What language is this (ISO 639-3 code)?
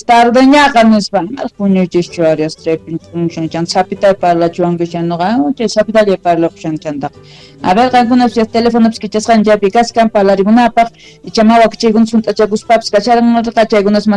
quh